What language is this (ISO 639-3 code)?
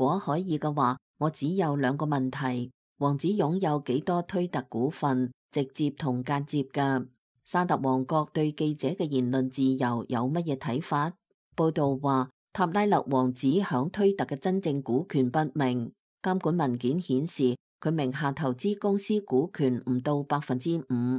yue